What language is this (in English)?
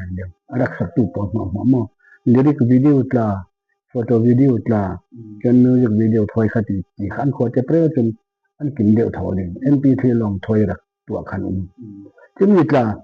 Falam Chin